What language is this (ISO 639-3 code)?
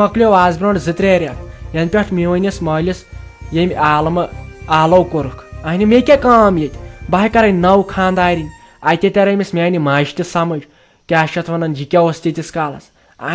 kas